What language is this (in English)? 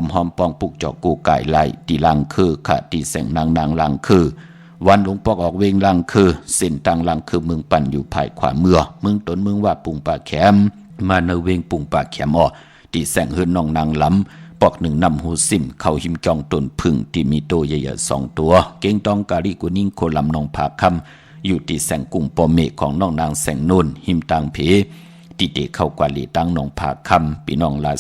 Shan